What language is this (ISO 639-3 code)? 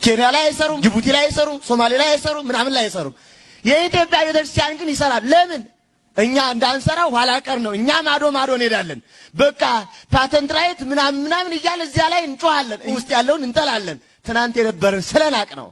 amh